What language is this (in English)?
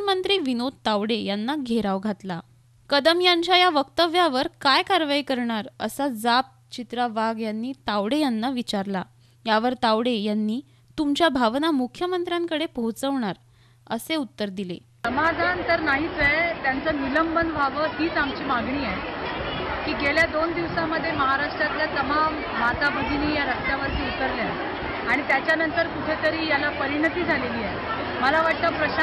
Marathi